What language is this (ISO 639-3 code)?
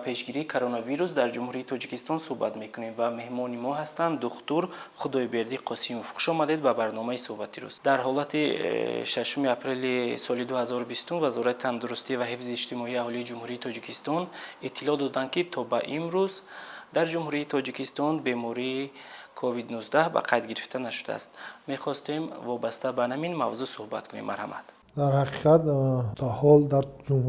tgk